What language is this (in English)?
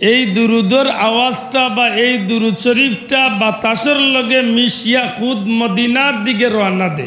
Sylheti